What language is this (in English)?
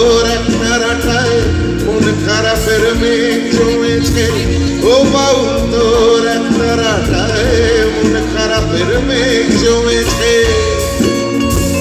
Bangla